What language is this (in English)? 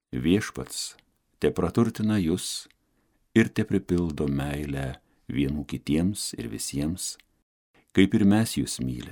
Lithuanian